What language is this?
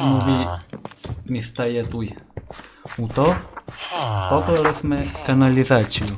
Rusyn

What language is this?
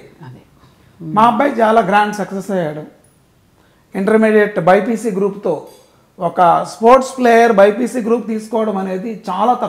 Telugu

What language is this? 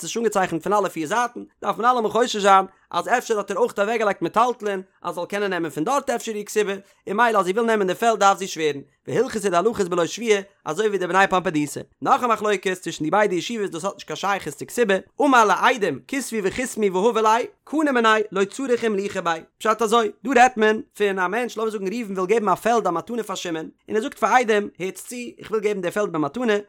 Yiddish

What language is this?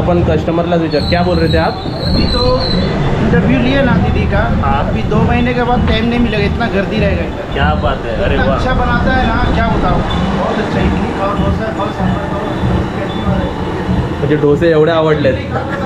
Marathi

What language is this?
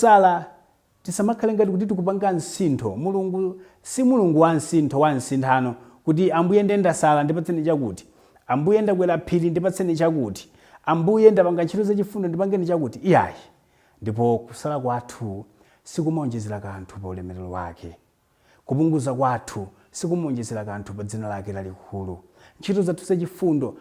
Nyanja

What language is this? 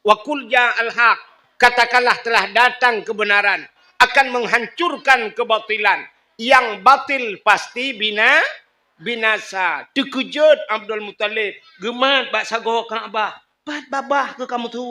Achinese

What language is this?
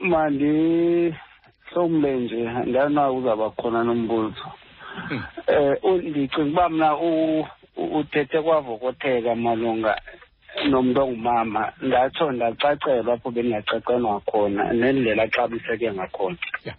Xhosa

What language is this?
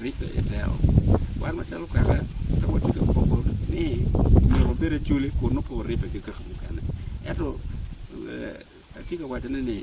Acoli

